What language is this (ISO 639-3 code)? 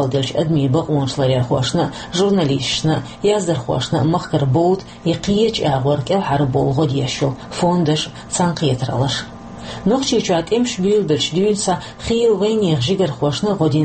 che